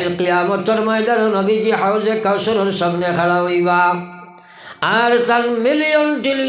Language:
Sylheti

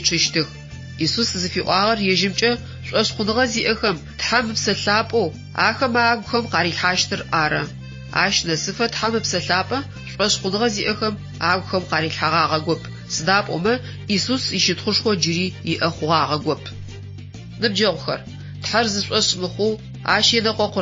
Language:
Adyghe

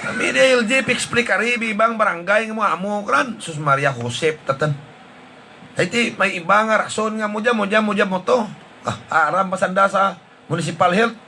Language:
Hiligaynon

